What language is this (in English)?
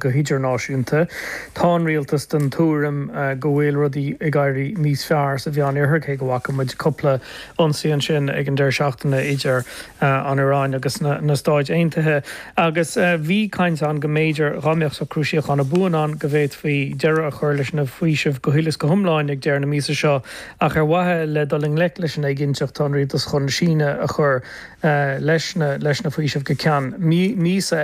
Irish